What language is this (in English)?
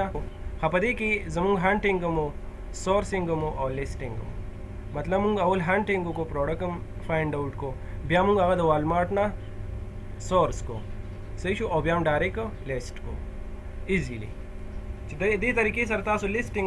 Pashto